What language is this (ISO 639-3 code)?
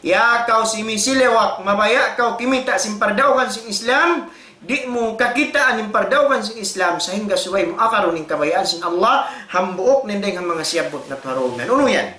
tsg